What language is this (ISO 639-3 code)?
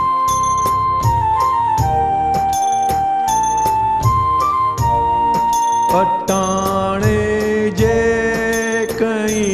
guj